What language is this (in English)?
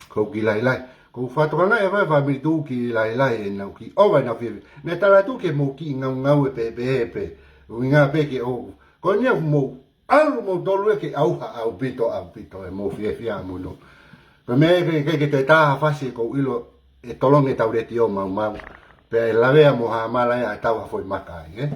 Tongan